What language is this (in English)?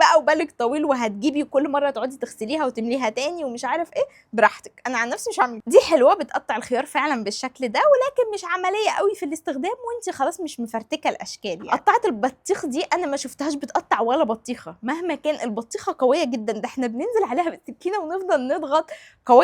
Egyptian Arabic